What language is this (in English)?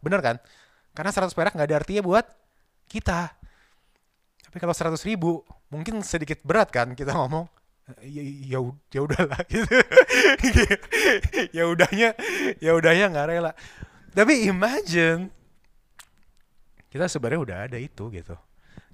Indonesian